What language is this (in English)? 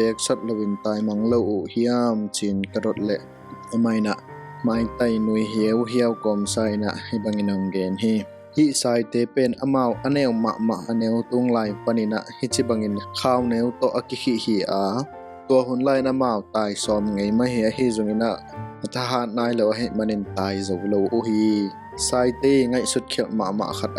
Tedim Chin